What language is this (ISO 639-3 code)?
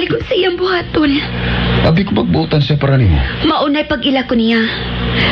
ceb